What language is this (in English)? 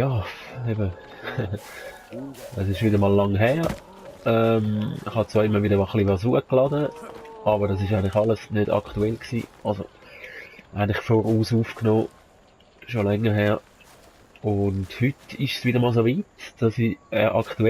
Swiss German